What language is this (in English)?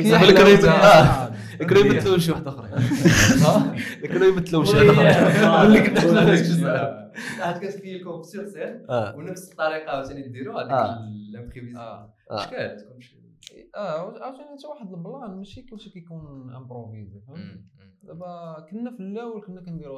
Moroccan Arabic